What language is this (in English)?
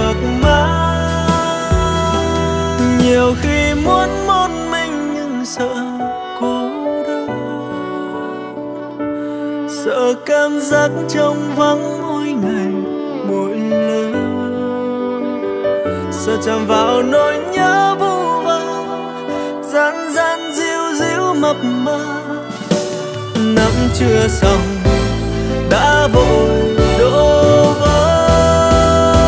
Vietnamese